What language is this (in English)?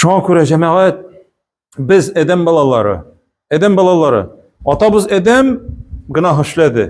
Tatar